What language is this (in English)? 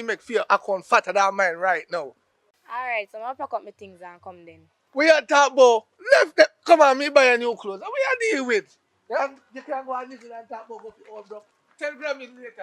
Jamaican Creole English